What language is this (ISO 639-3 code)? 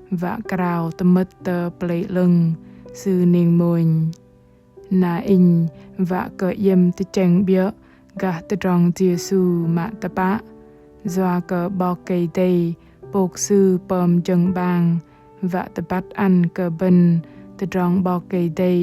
bdq